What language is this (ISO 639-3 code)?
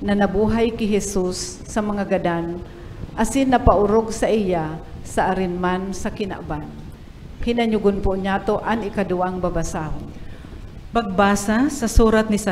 bik